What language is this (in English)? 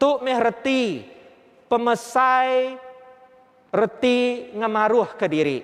Iban